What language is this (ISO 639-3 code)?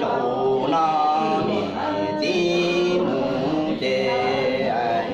hmn